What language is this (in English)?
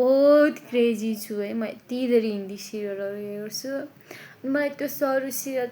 Nepali